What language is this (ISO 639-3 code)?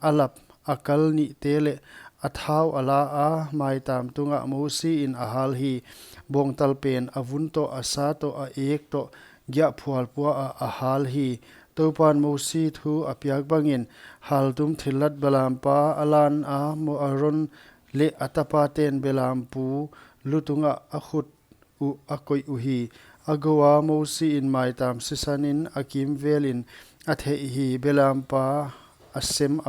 pck